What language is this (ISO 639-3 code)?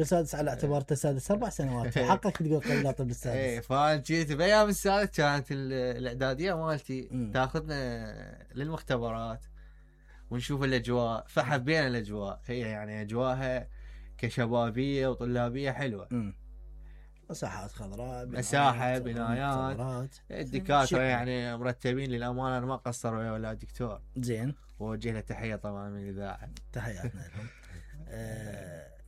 acm